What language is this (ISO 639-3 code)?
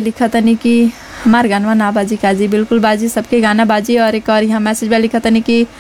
bho